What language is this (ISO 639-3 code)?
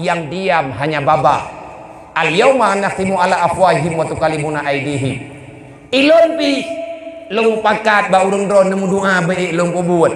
ace